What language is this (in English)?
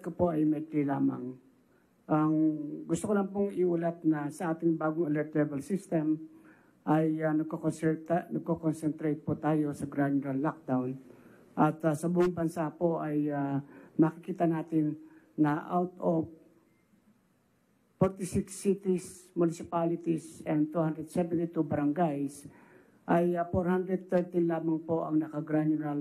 Filipino